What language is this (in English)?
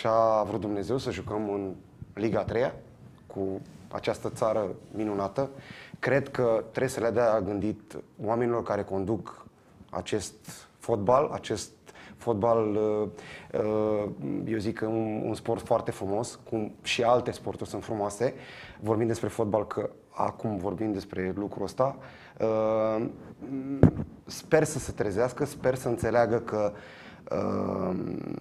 Romanian